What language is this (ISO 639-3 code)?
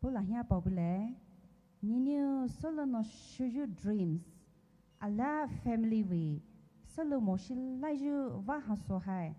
pmx